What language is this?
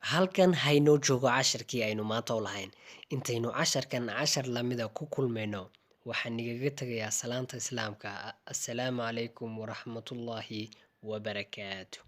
Somali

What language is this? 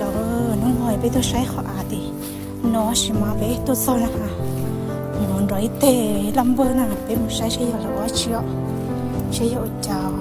Hmong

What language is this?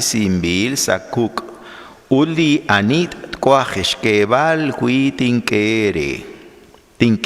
Kekchí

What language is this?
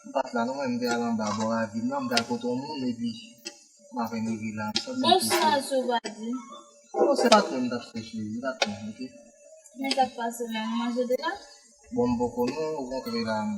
Haitian Creole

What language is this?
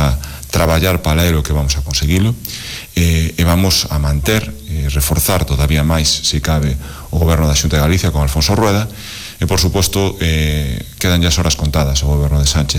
Galician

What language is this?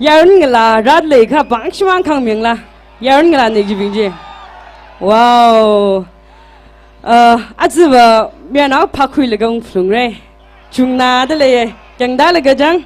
Tangkhul Naga (India)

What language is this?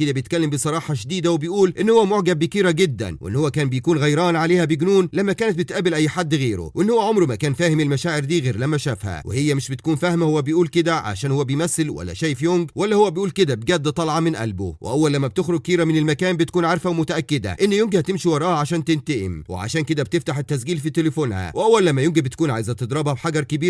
Egyptian Arabic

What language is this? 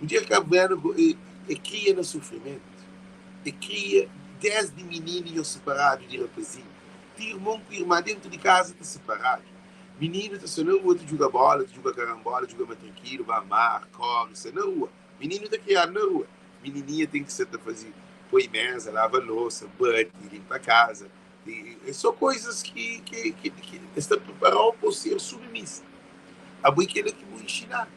Kabuverdianu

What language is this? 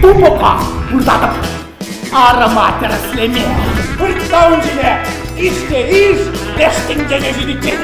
Chuvash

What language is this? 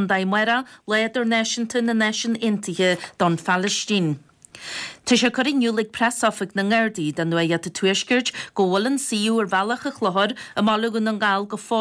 Irish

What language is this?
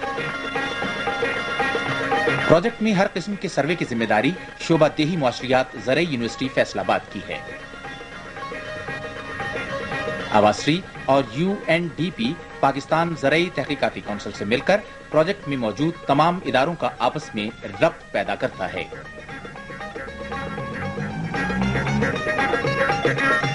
Urdu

